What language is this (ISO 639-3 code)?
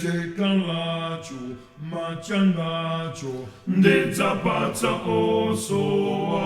nya